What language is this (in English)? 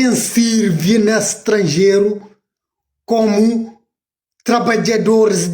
Kabuverdianu